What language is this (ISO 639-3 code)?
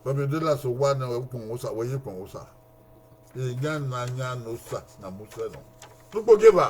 bin